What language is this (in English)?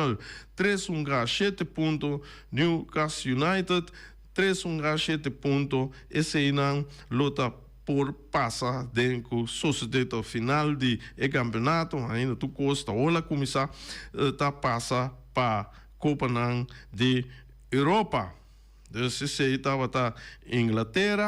Papiamento